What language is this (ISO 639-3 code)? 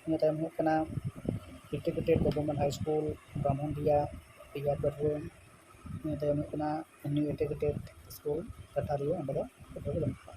sat